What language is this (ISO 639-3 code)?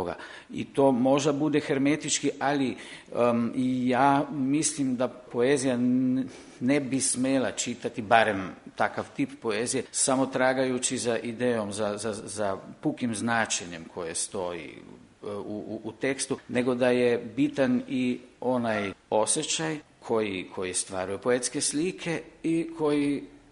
srp